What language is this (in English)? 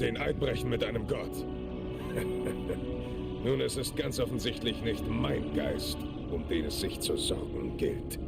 Bavarian